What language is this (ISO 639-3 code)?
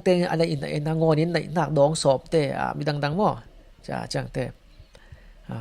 cfm